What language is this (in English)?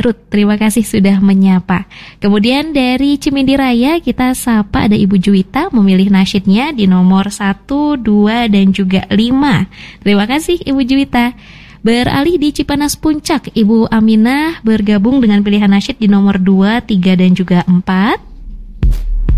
Indonesian